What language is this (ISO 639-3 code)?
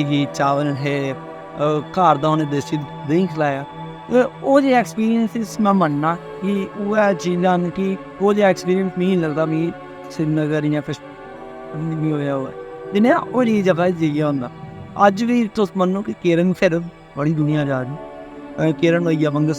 doi